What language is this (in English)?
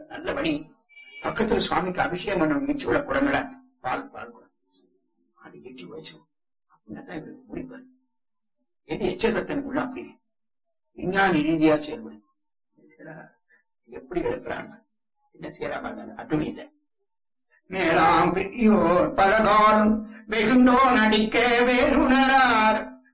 Tamil